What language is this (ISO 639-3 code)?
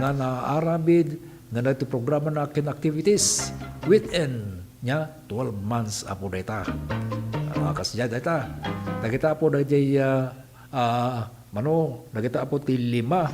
ilo